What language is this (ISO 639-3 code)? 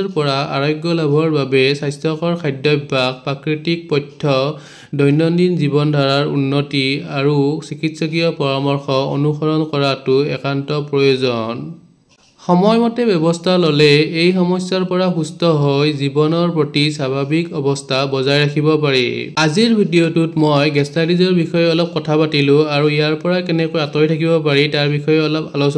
asm